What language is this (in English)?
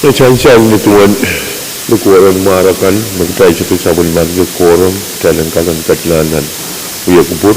Pohnpeian